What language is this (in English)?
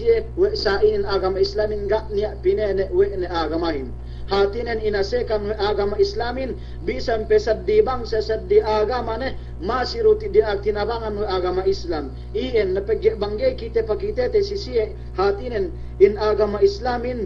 Yakan